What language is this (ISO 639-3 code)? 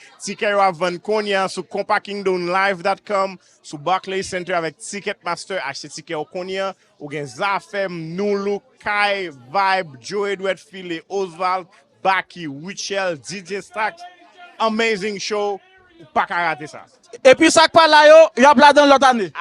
hat